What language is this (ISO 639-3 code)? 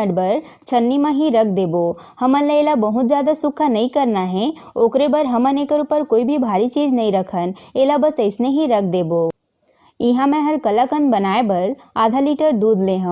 hne